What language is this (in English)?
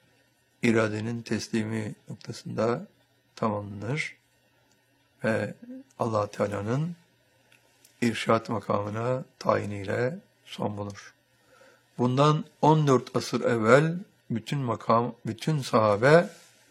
Turkish